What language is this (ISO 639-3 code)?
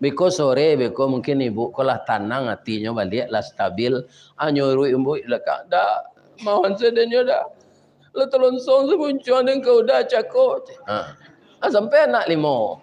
min